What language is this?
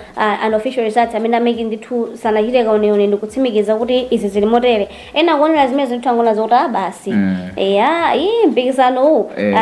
Nyanja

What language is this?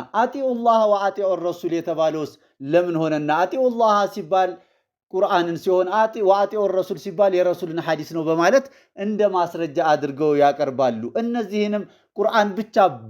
Amharic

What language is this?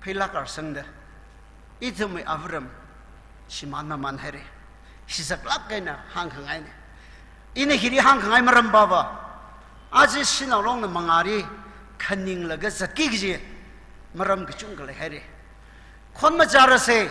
Tangkhul Naga (India)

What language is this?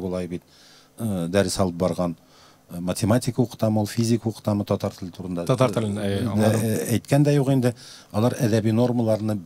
Tatar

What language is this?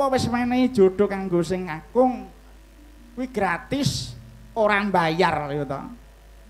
Javanese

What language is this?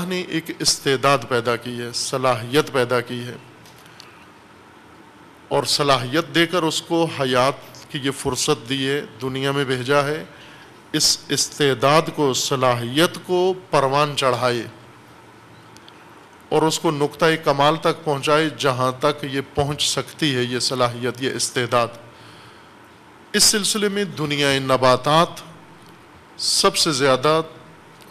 Urdu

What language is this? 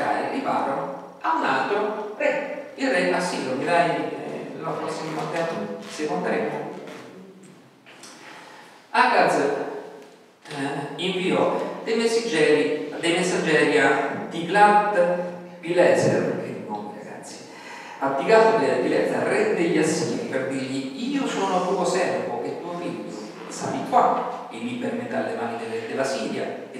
Italian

